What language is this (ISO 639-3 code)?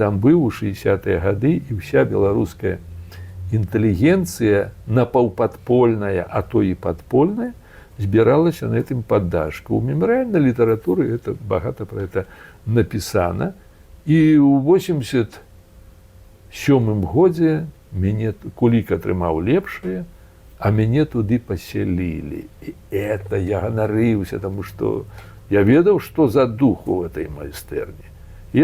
bel